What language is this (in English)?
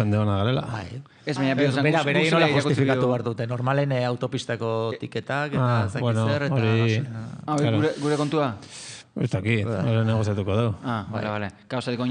Basque